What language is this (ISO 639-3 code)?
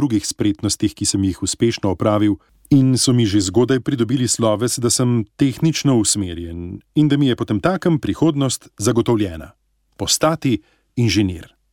slv